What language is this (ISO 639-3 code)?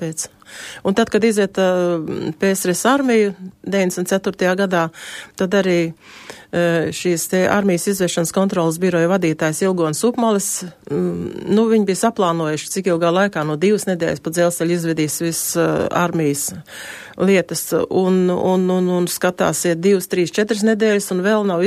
lav